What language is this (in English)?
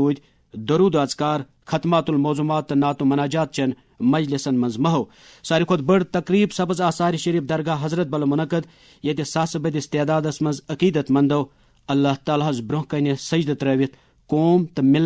Kashmiri